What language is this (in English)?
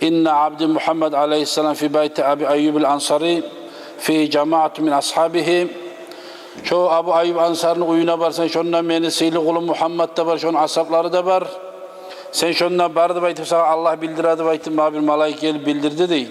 Kumyk